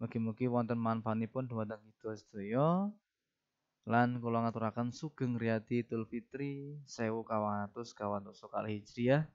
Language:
Javanese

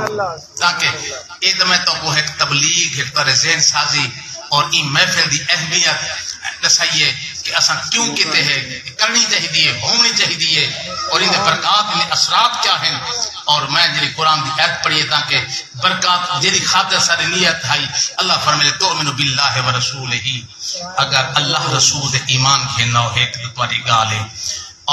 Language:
Saraiki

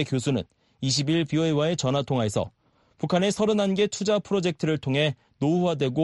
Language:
Korean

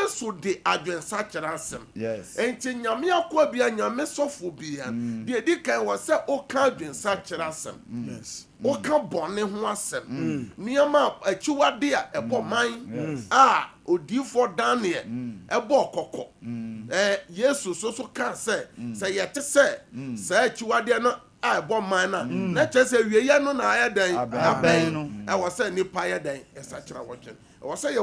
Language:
Akan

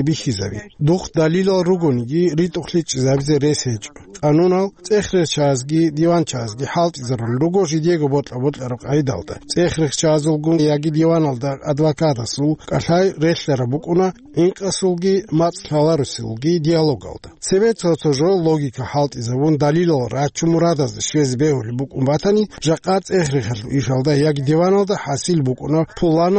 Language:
Avaric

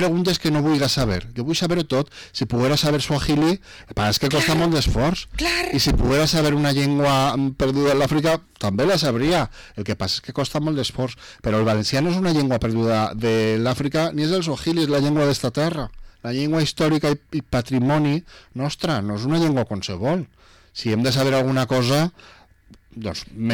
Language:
Catalan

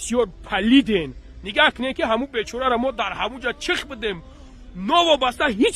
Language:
Tajik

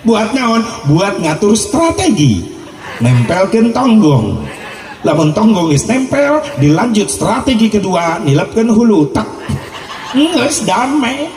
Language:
Sundanese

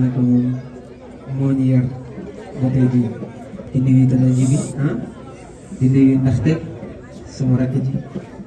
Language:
Wolof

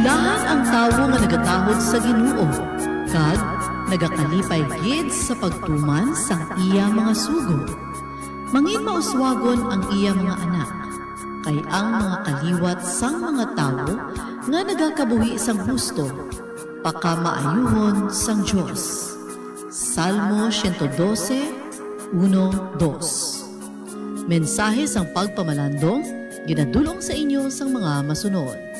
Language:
Hiligaynon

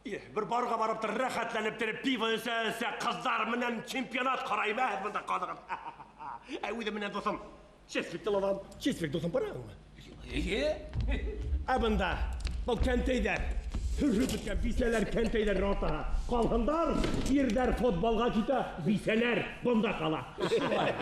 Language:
Bashkir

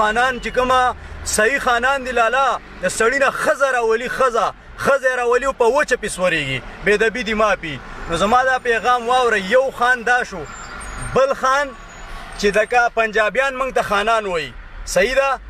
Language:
Pashto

